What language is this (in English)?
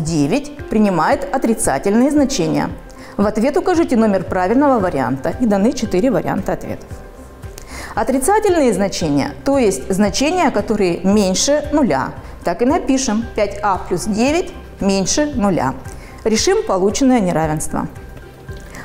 Russian